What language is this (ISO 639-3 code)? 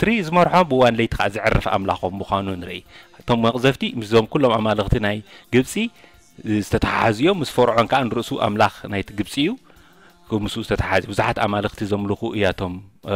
tir